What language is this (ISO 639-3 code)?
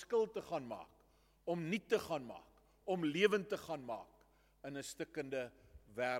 afr